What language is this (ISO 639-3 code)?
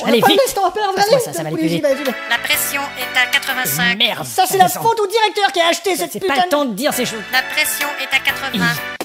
fra